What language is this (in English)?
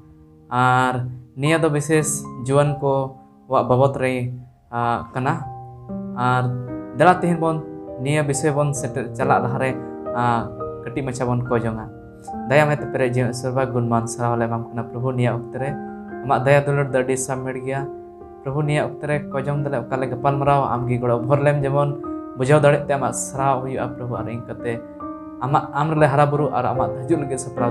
Santali